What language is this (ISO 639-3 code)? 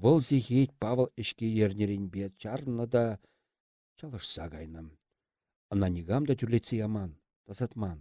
chv